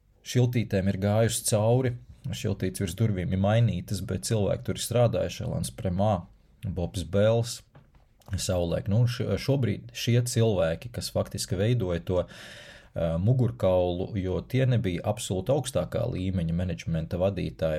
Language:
Latvian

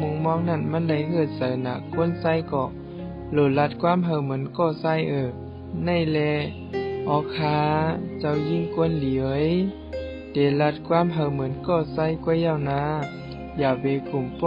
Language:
Shan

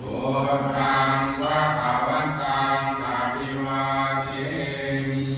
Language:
Pali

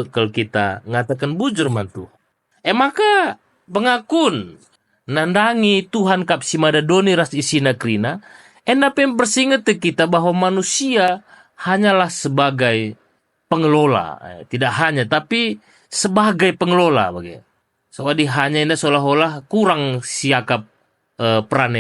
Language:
Batak Karo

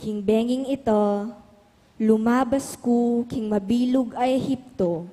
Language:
Pampanga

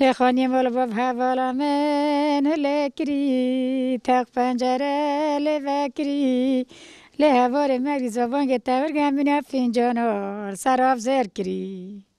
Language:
Zaza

